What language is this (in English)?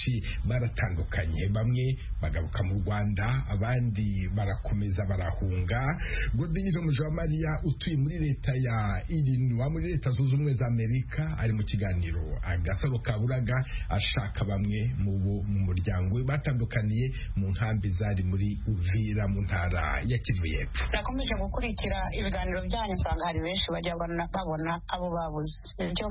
Kinyarwanda